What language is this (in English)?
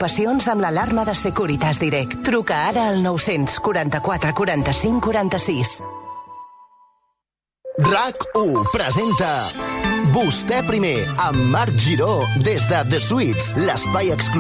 Catalan